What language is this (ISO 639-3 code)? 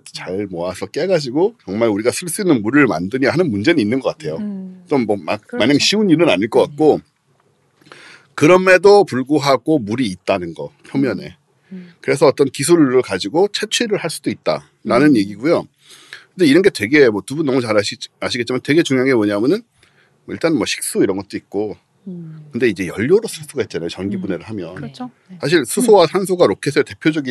kor